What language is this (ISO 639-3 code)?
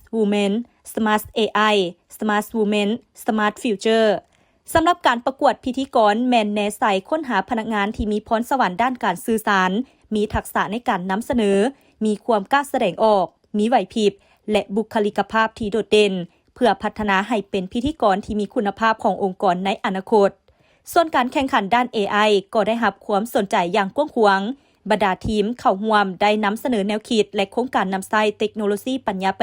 lao